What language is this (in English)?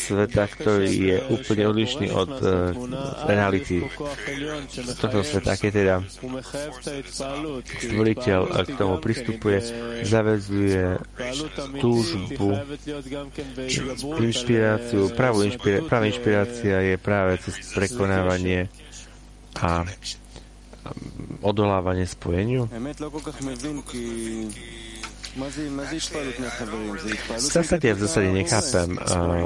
Slovak